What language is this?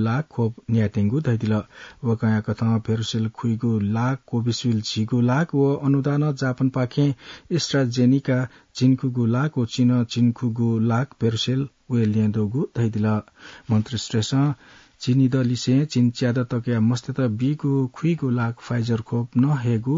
Newari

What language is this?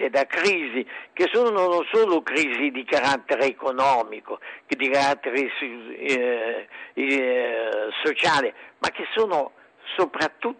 Italian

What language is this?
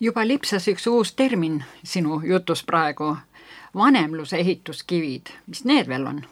Estonian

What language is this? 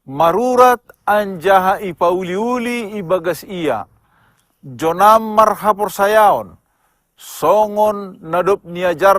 Batak Simalungun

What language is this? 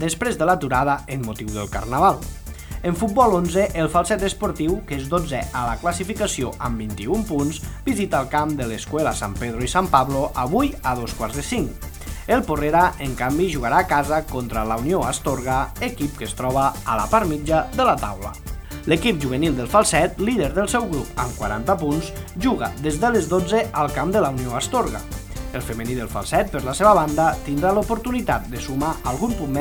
Catalan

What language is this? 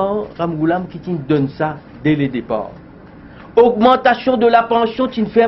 Morisyen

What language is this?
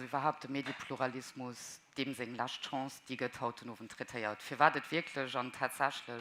Luxembourgish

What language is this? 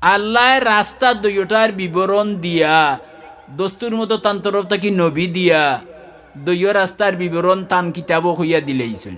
Sylheti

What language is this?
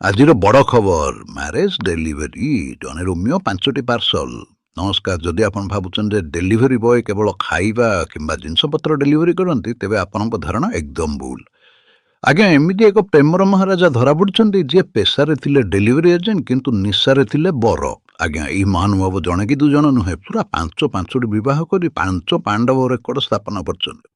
Odia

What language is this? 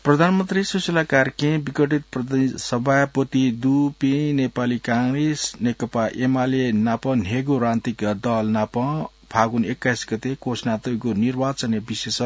Newari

